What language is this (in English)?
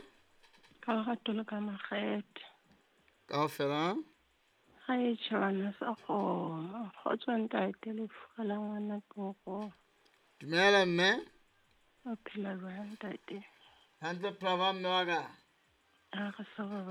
Southern Sotho